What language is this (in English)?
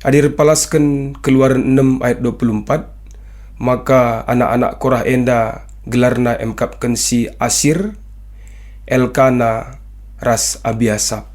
Batak Karo